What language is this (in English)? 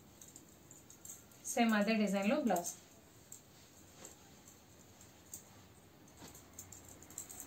Telugu